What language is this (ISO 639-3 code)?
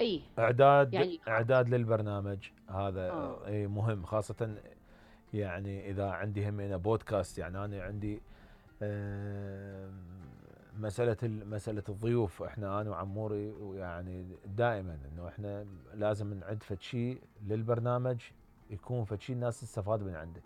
acm